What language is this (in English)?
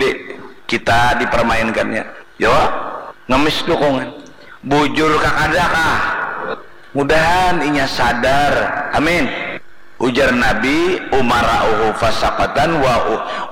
Banjar